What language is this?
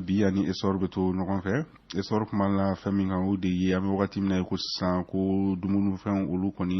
Bambara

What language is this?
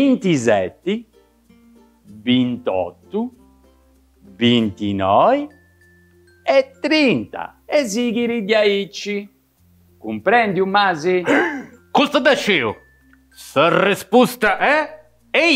Sardinian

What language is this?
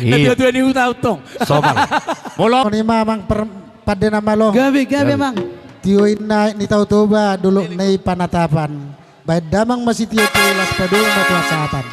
Batak Toba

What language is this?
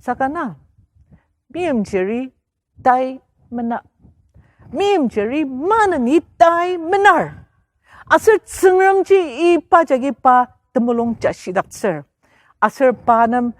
Ao Naga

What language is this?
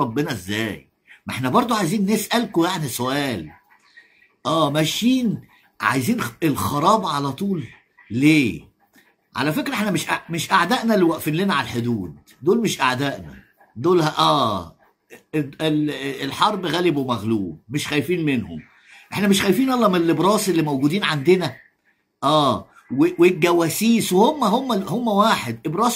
Egyptian Arabic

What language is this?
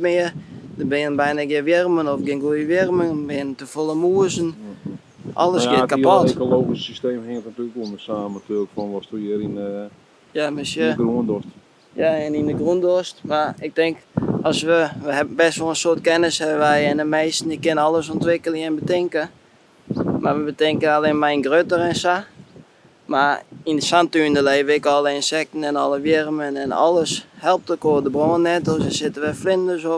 Western Frisian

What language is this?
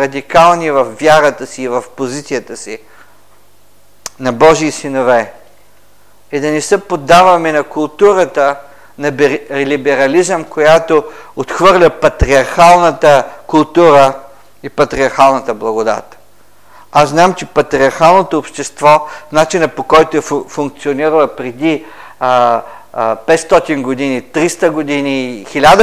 Bulgarian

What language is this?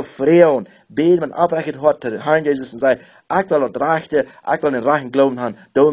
Plautdietsch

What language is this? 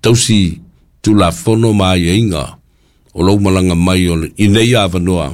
Samoan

